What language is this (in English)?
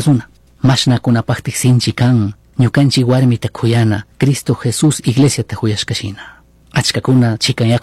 Chimborazo Highland Quichua